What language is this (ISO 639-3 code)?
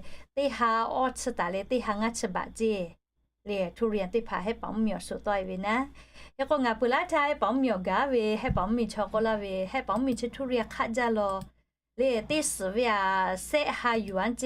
lhu